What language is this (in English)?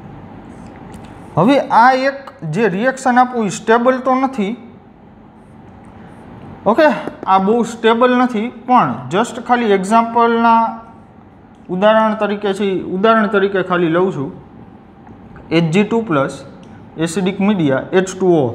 Gujarati